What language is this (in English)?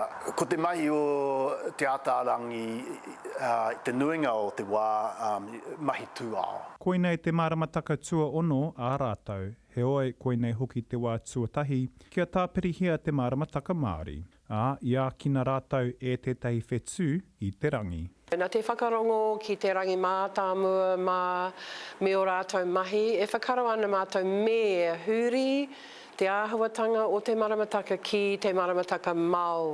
Māori